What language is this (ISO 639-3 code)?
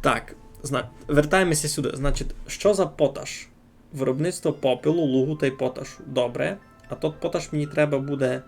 rue